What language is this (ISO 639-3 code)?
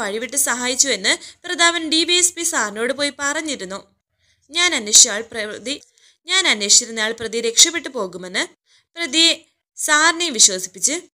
mal